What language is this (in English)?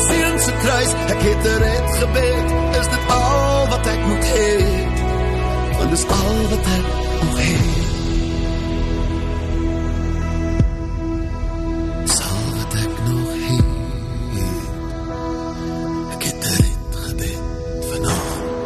Afrikaans